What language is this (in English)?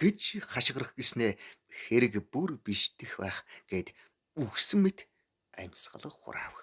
Mongolian